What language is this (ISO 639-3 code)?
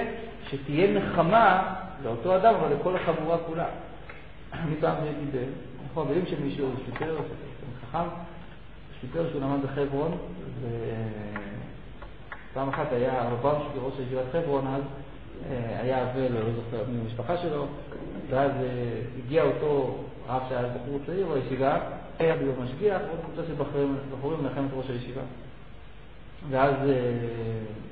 heb